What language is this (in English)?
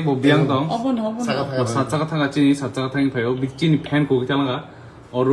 Kok Borok